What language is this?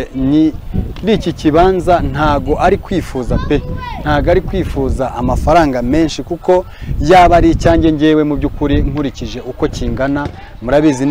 Kinyarwanda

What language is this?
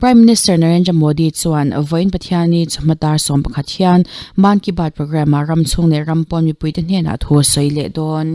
Mizo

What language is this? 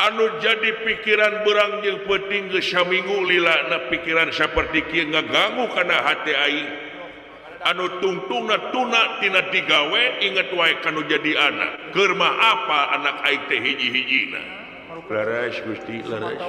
Sundanese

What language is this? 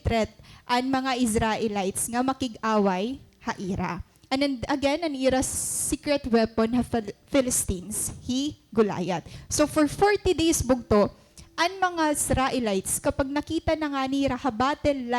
Waray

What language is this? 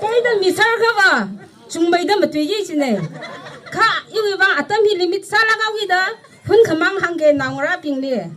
Tangkhul Naga (India)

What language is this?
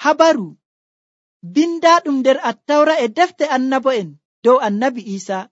Nigerian Fulfulde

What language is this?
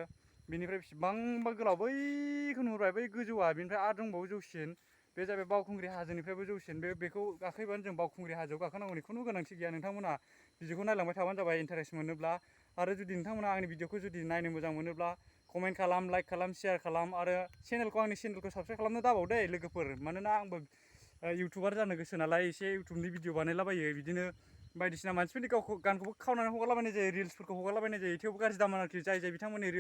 Bodo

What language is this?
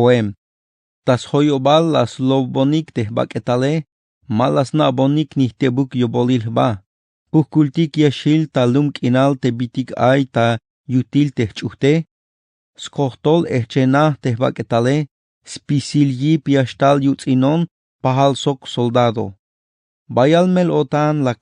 Tzeltal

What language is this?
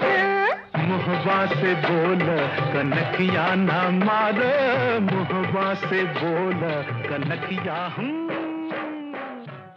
Bhojpuri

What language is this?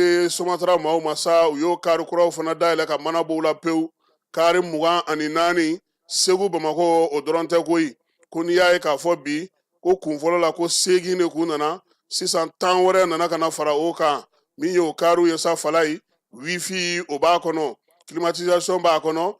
Bambara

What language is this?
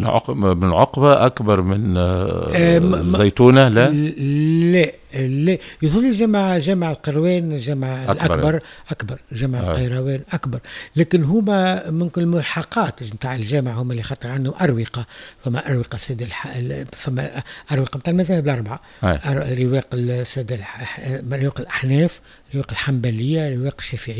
Tunisian Arabic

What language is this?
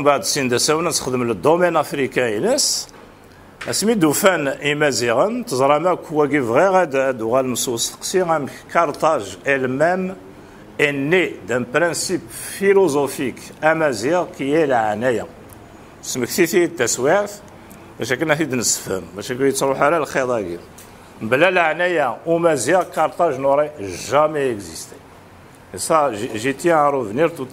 Kabyle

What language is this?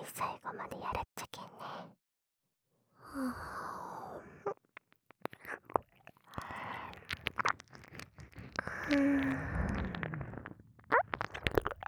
Japanese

